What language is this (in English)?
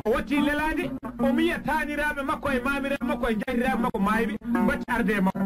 Fula